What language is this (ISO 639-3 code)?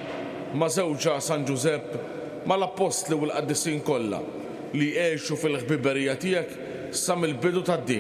mlt